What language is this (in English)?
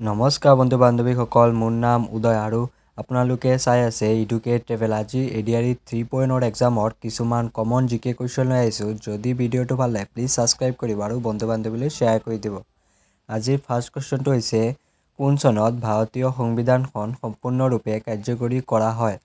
Assamese